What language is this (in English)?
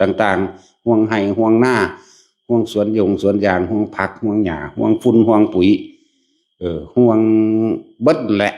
Northeastern Thai